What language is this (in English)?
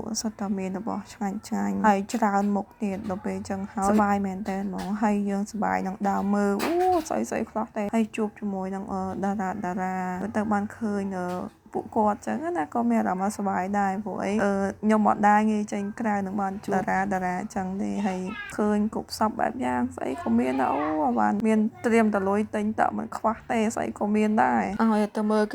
Khmer